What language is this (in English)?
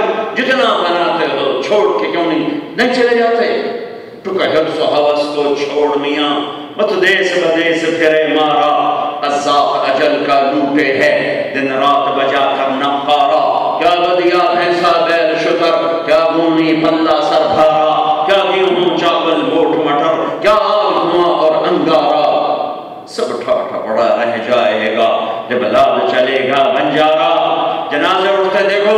Urdu